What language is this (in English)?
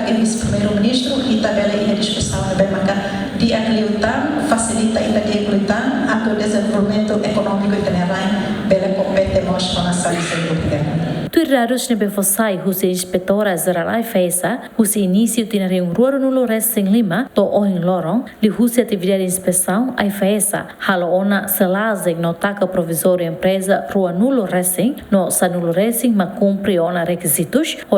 Tetum